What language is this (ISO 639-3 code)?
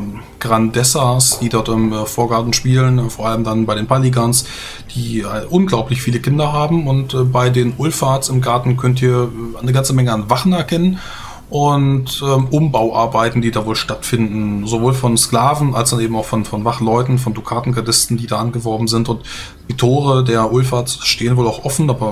deu